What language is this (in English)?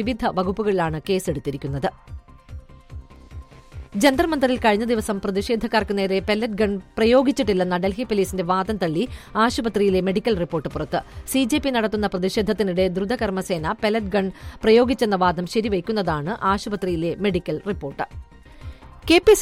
Malayalam